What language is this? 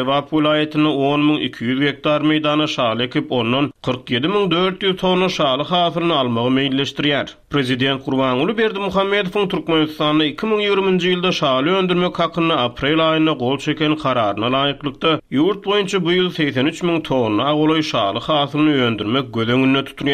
Turkmen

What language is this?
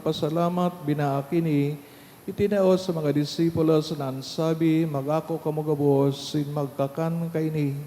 Bikol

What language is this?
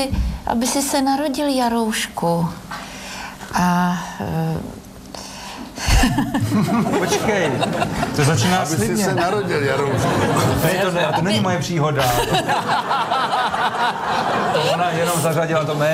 Czech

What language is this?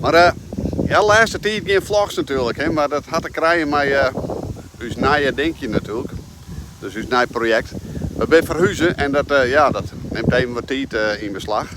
Western Frisian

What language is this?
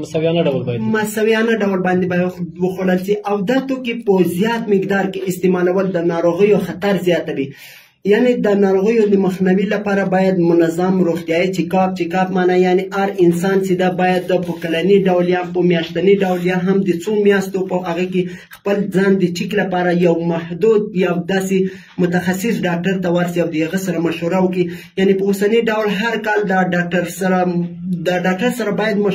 Pashto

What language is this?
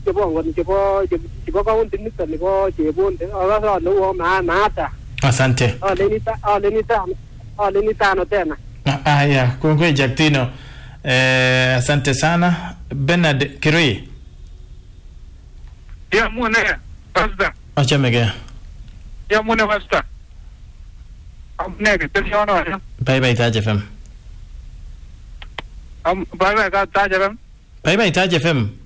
Swahili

